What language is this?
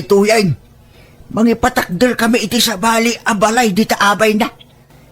Iloko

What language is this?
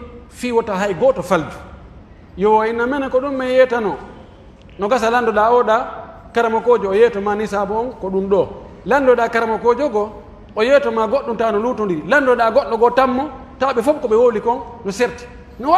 Pular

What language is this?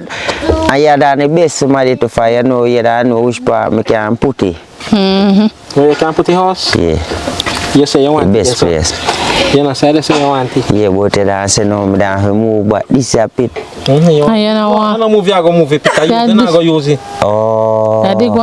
Jamaican Creole English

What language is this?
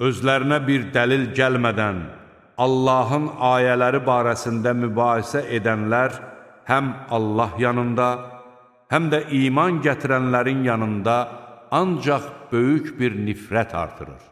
Azerbaijani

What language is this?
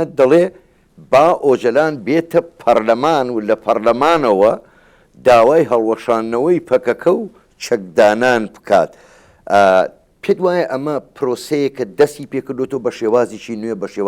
Central Kurdish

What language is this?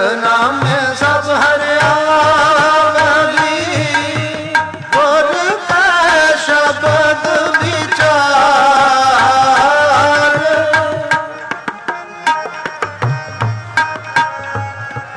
Punjabi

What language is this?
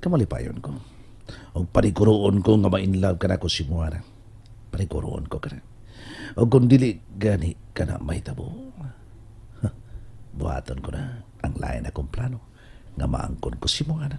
Cebuano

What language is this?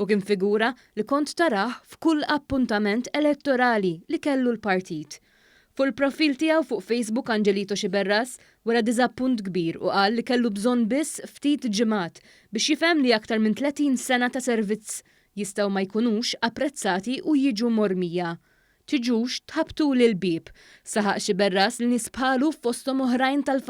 Maltese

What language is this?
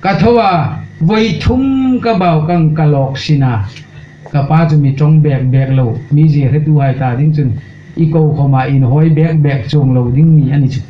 Hmar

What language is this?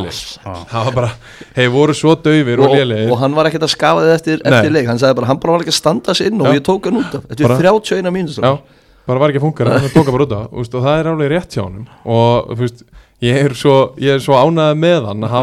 Icelandic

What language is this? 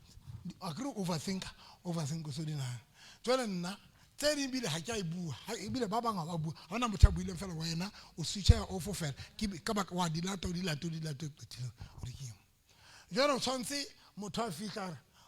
Southern Sotho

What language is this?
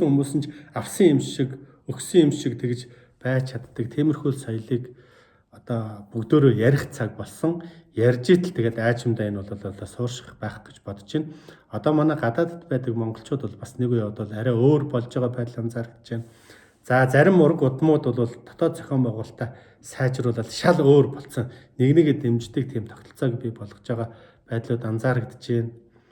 Mongolian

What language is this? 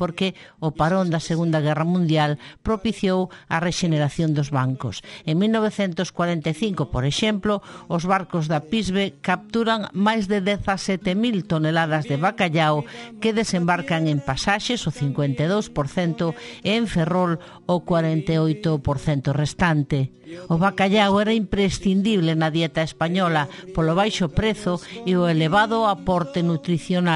Galician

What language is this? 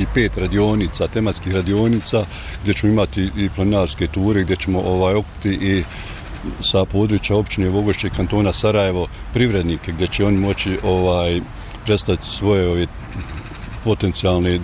Bosnian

